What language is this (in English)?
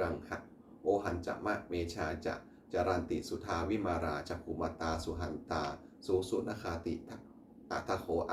Pali